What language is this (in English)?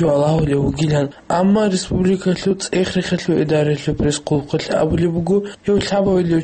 Avaric